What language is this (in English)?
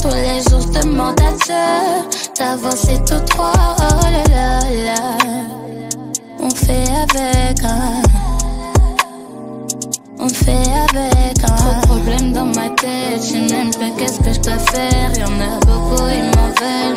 French